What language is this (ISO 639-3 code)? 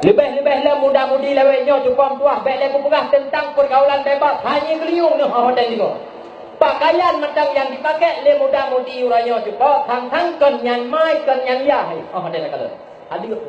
ace